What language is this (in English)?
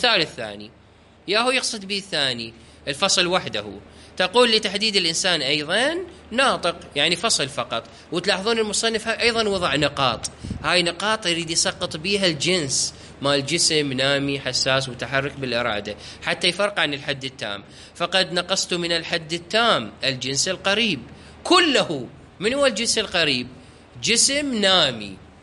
Mesopotamian Arabic